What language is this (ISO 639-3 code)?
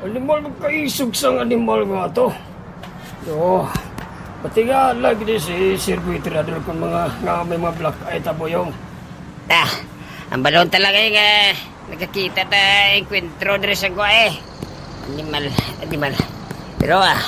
hil